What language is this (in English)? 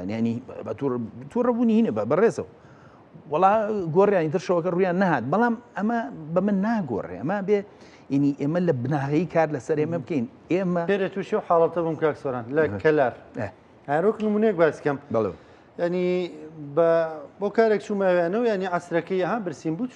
Central Kurdish